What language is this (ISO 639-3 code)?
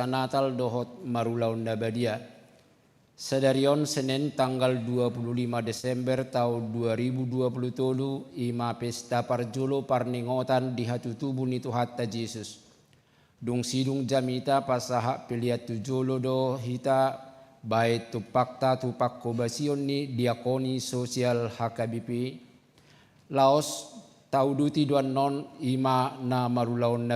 bbc